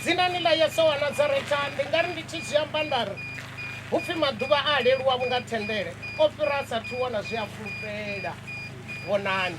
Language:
Venda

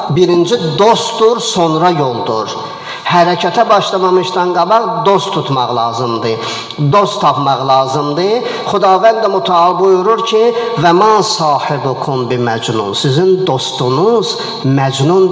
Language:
Azerbaijani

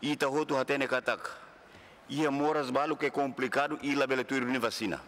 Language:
Tetum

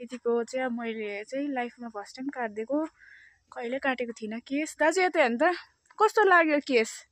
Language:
Nepali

